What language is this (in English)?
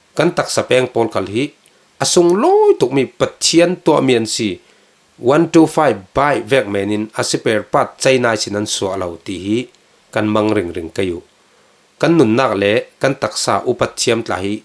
Falam Chin